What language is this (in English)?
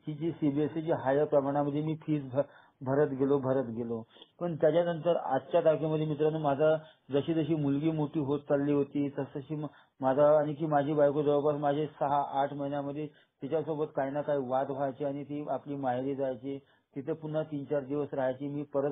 Marathi